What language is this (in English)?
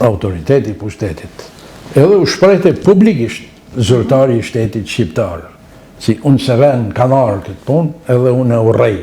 Albanian